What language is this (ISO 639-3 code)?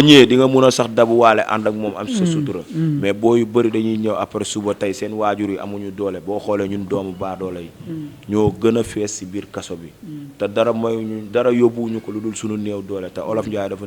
wol